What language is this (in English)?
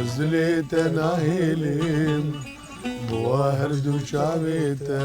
Kurdish